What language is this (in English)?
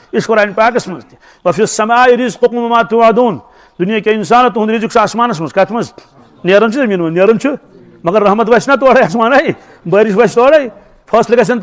Kashmiri